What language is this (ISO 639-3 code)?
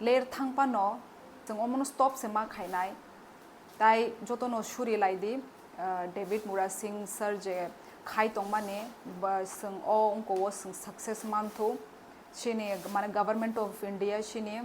trp